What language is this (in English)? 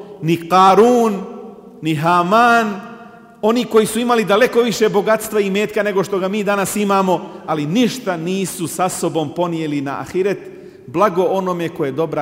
Bosnian